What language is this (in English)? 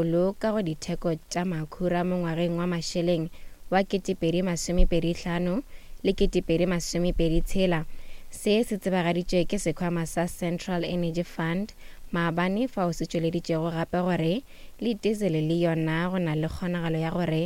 Northern Sotho